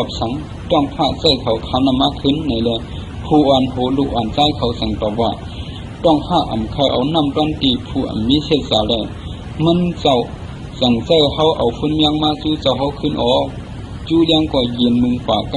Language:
Shan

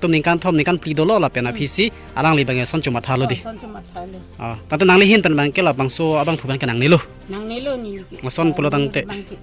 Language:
Karbi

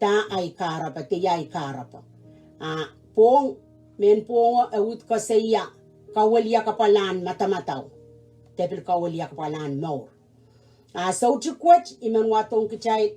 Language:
Pohnpeian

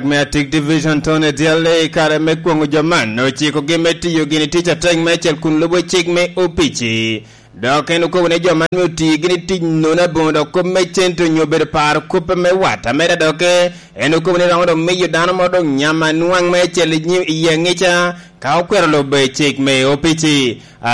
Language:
Lango (Uganda)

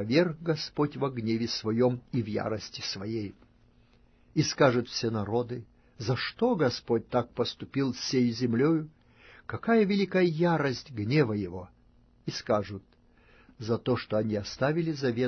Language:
Russian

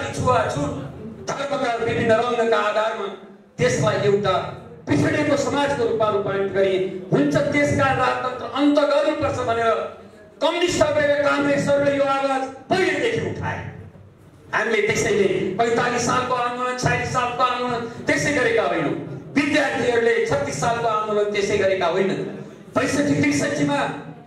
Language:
Nepali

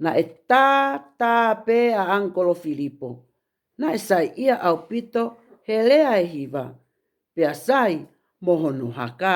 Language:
Tongan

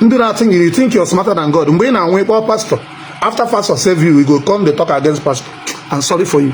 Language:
Igbo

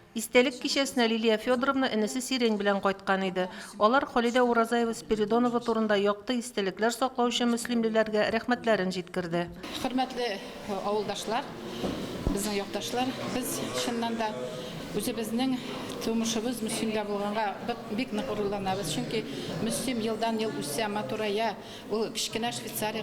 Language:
Tatar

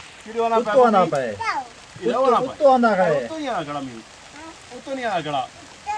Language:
Saraiki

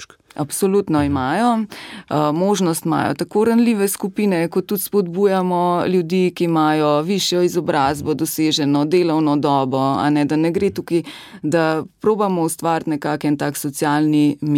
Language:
Slovenian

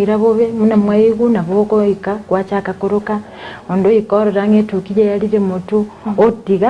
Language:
Gusii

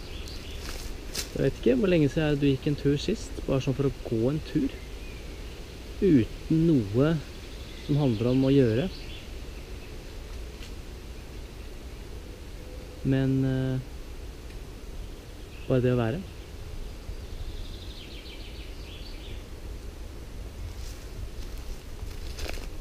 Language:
Norwegian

